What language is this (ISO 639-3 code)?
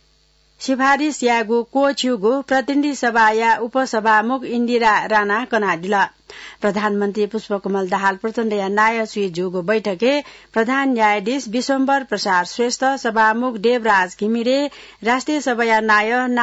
new